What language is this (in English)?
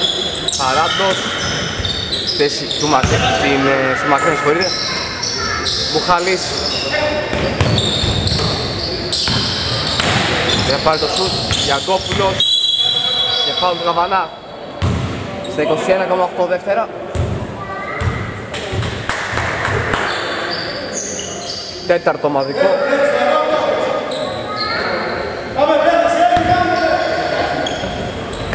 Greek